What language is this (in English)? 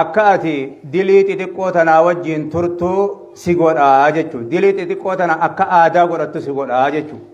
Oromo